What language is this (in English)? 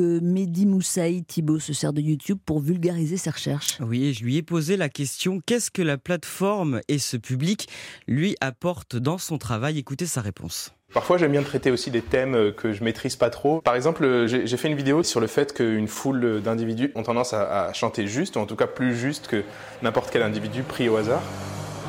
French